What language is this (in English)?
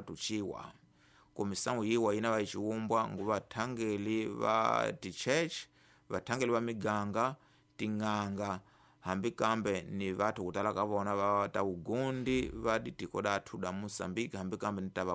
Tsonga